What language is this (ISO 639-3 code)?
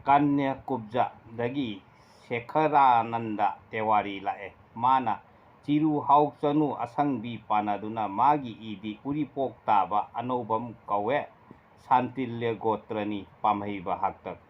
mni